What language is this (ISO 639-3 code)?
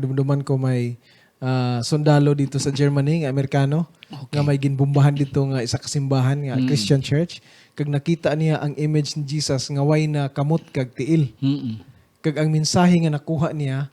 hil